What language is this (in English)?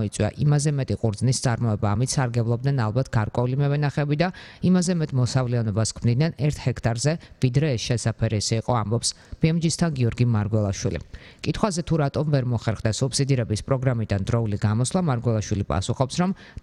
Georgian